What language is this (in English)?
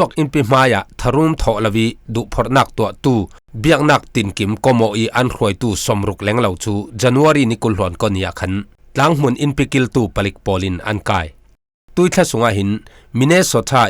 Falam Chin